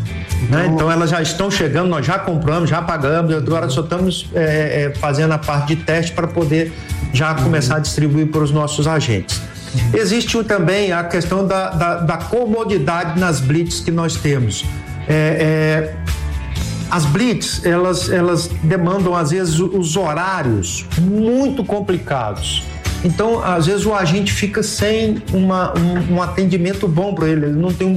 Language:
Portuguese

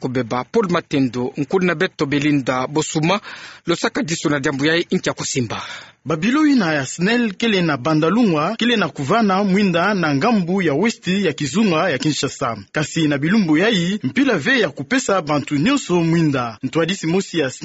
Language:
Kituba (Democratic Republic of Congo)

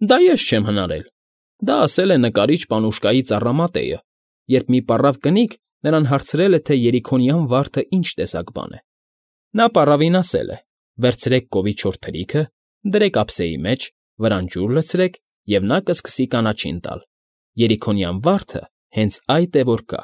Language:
Armenian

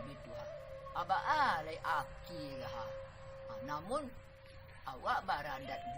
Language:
Minangkabau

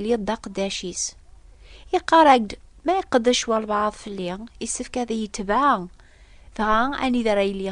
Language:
Kabyle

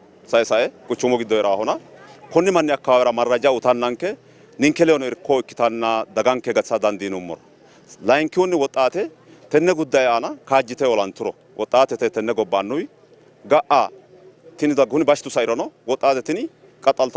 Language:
Sidamo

